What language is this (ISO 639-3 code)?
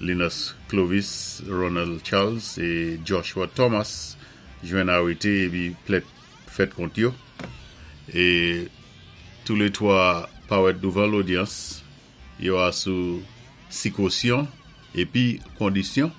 acf